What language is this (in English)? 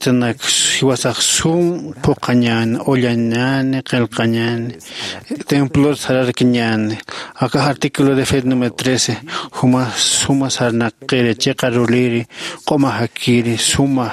Aymara